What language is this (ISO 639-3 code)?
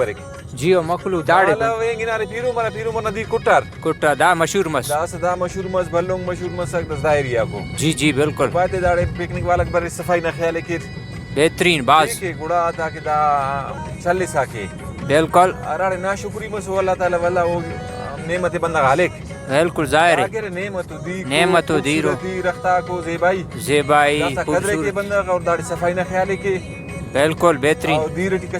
brh